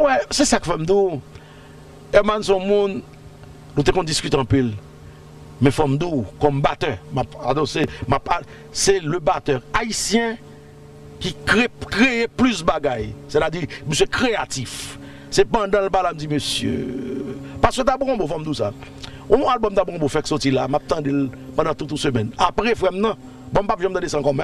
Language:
Haitian Creole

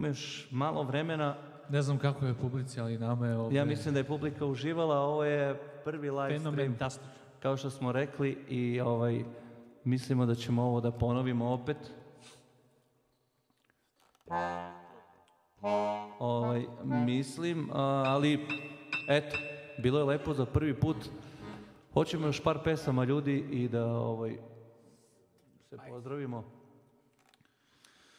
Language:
Serbian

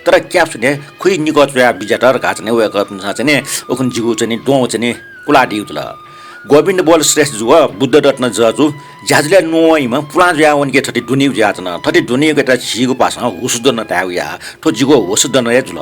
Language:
Newari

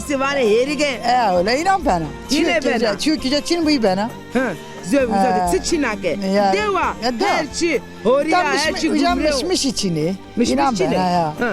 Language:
Zaza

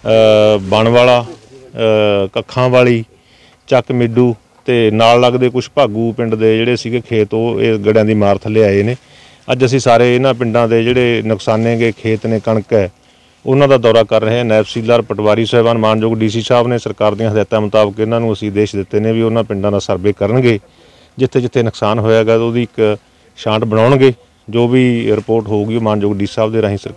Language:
Punjabi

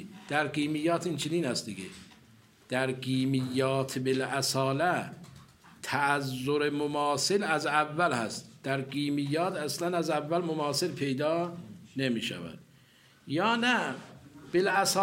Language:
Persian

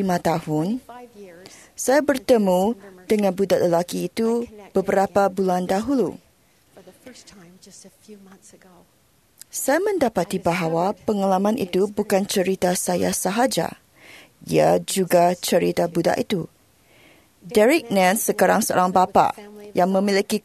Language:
Malay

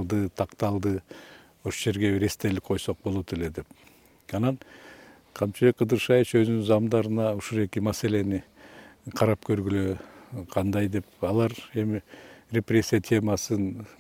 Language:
Kyrgyz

